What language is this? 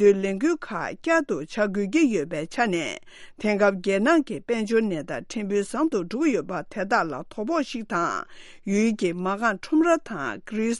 Tibetan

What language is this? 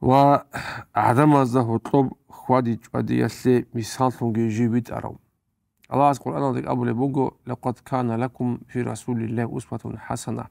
Avaric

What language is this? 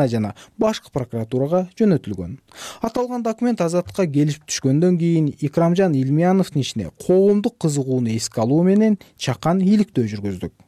Kyrgyz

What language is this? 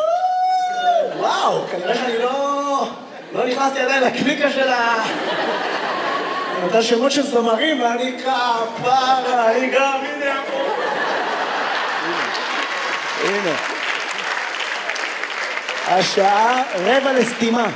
Hebrew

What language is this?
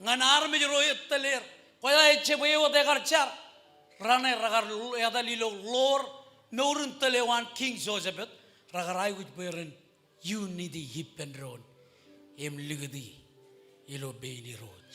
Marshallese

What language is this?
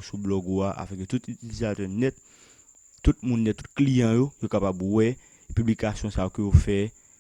Haitian Creole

